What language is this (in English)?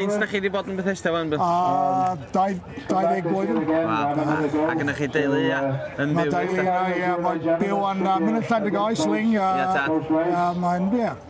Welsh